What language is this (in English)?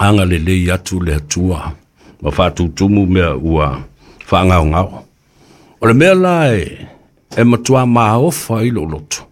Samoan